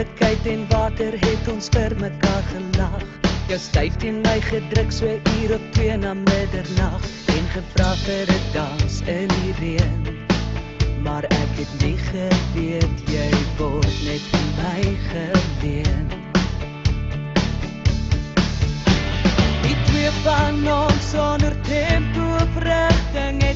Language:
Afrikaans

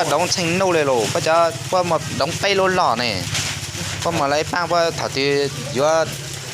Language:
Hmong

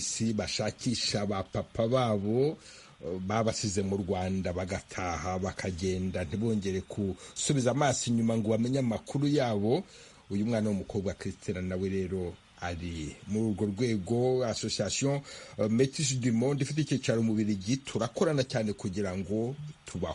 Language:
Kinyarwanda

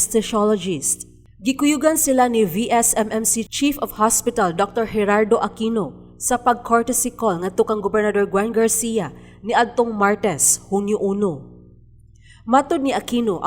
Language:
Cebuano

